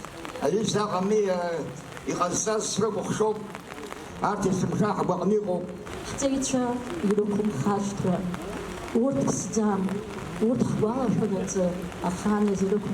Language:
Abkhazian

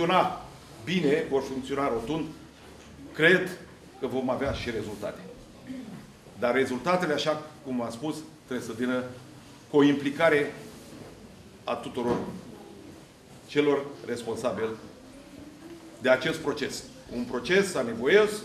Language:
Romanian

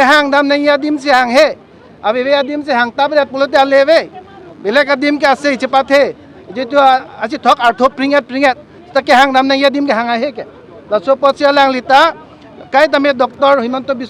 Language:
Karbi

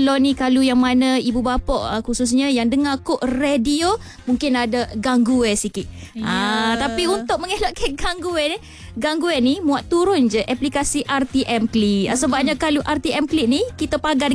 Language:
Malay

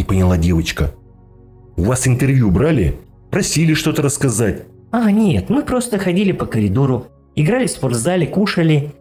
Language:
Russian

